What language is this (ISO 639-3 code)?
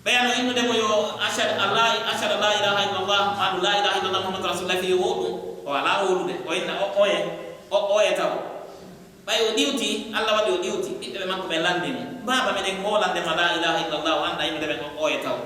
fuf